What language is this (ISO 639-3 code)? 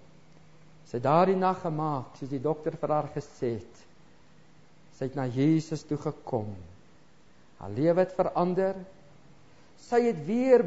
afr